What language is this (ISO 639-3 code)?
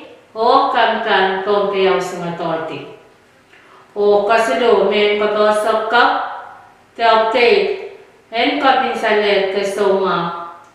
pon